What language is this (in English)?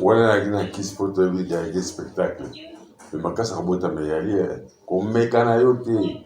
Lingala